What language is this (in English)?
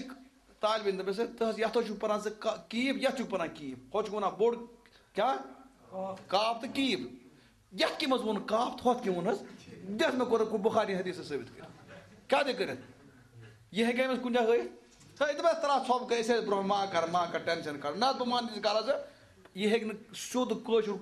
Kashmiri